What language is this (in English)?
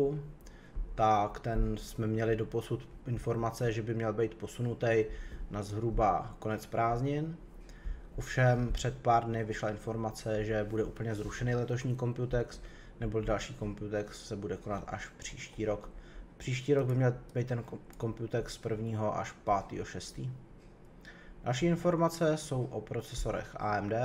Czech